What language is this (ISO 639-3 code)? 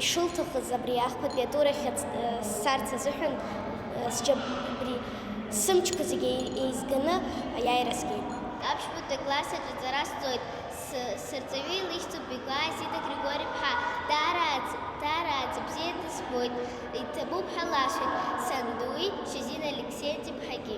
abk